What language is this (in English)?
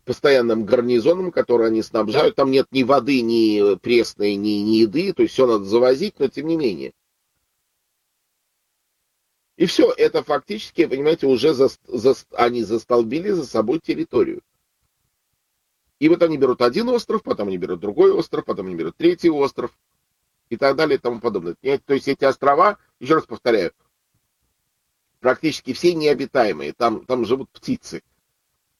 Russian